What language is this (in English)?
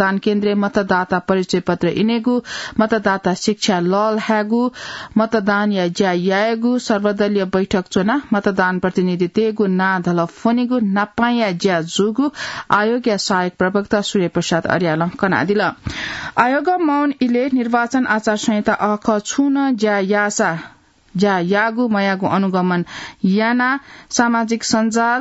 Newari